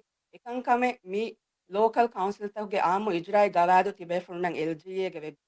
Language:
Divehi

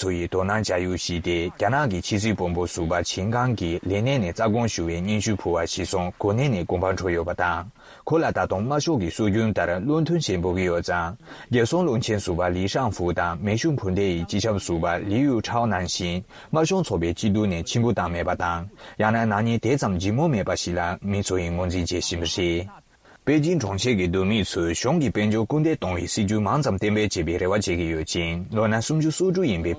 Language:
Tibetan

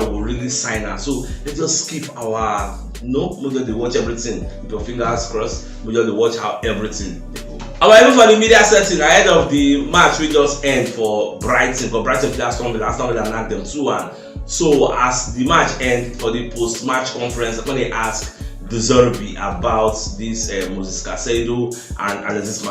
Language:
Nigerian Pidgin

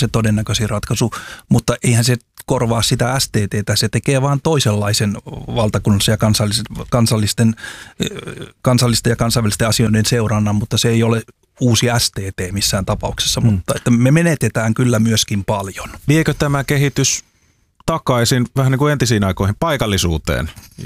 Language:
Finnish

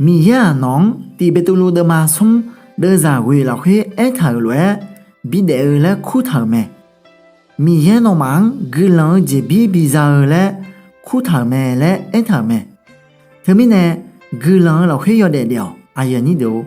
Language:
Akha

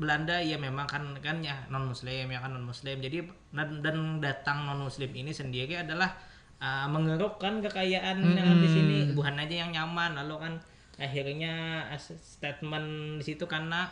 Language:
Banjar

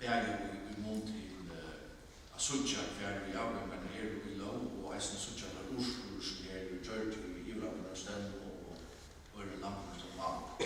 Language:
Faroese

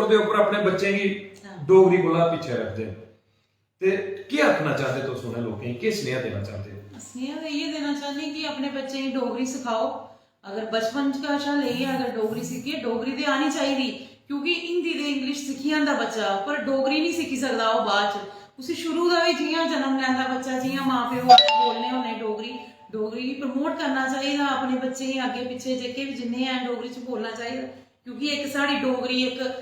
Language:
Dogri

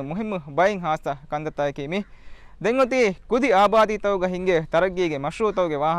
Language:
Divehi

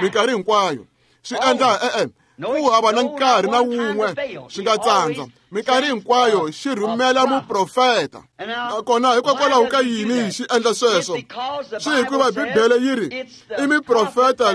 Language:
Tsonga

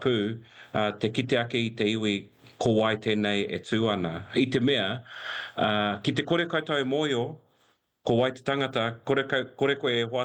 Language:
Māori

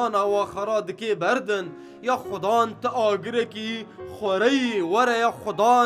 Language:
Kurdish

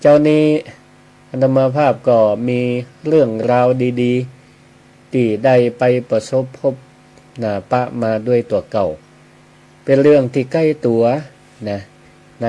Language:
Northern Thai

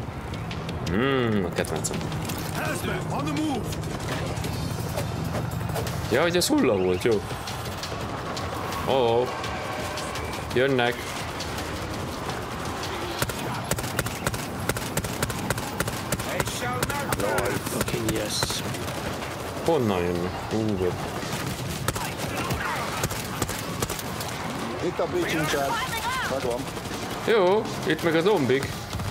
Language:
Hungarian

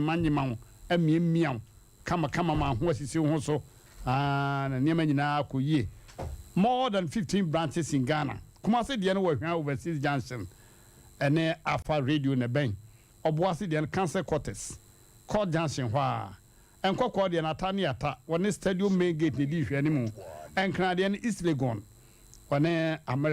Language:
Akan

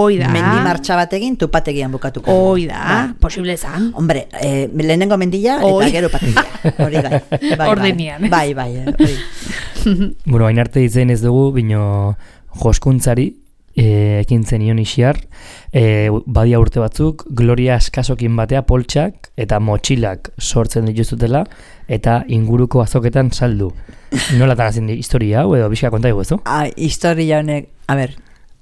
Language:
Basque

